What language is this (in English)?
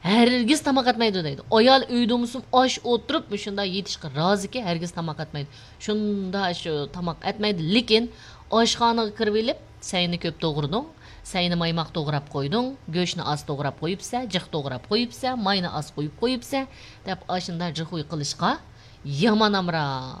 Uyghur